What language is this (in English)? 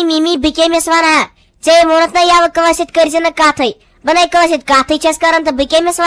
Kashmiri